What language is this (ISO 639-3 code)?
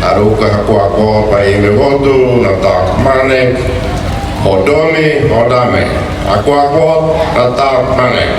tet